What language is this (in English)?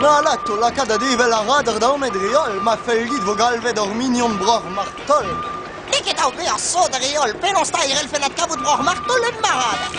Breton